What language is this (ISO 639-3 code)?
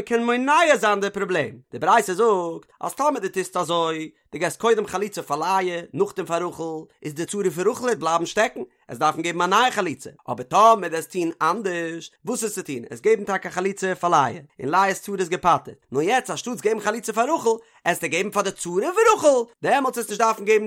yid